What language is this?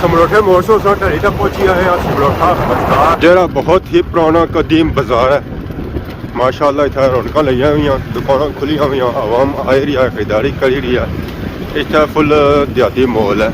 Pahari-Potwari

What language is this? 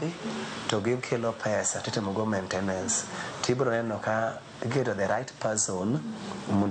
Luo (Kenya and Tanzania)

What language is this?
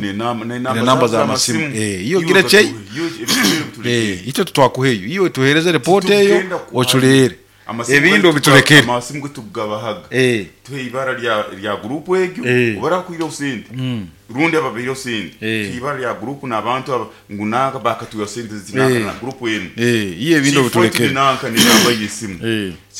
Nyoro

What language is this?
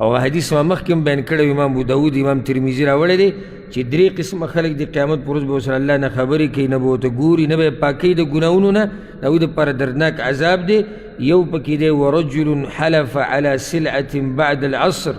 Pashto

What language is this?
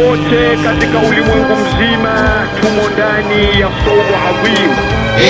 Swahili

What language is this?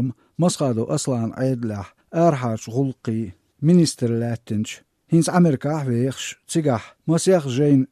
Chechen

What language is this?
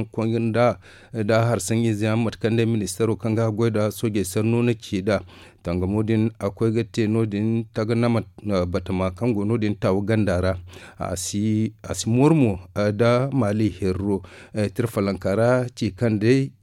Zarma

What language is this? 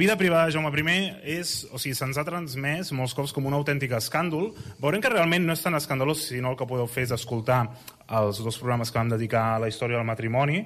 Catalan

